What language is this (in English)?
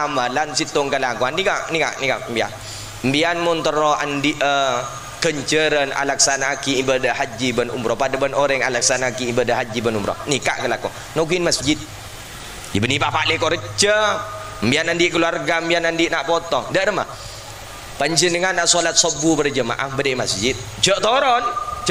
Madurese